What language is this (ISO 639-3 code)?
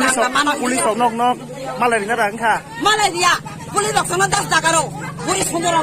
trp